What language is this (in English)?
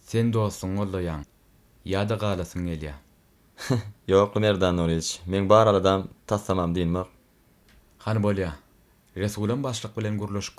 Turkmen